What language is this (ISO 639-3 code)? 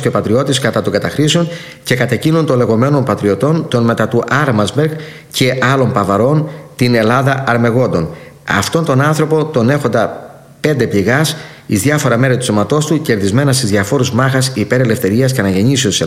ell